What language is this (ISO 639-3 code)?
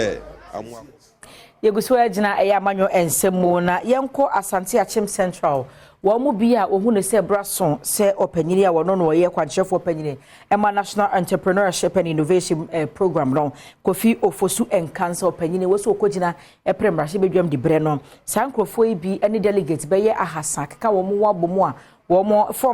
aka